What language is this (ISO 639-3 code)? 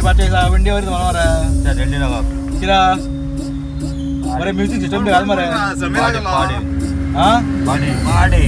kok